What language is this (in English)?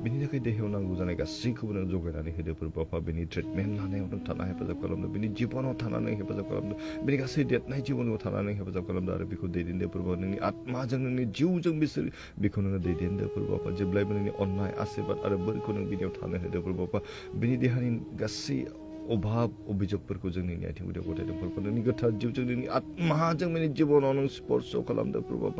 Bodo